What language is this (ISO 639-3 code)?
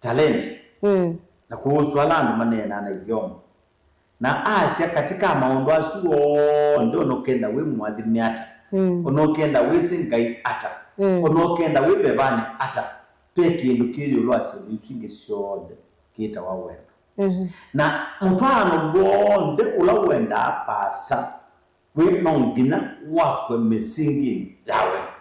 kam